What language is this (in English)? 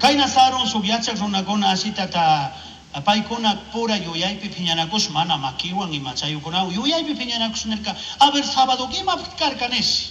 Chimborazo Highland Quichua